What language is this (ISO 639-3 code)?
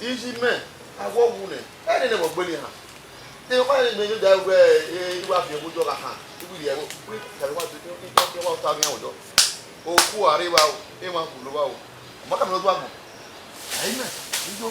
bin